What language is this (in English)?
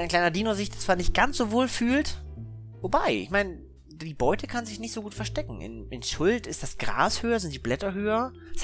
German